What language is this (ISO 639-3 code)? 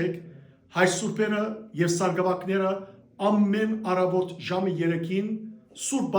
hyw